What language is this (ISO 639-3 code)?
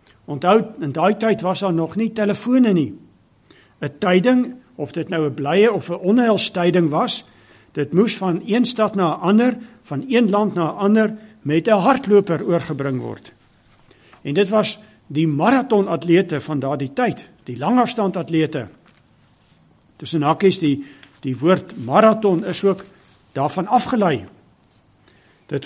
afr